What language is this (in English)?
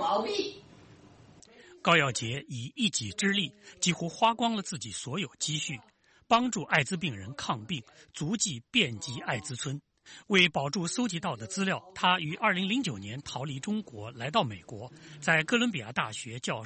Chinese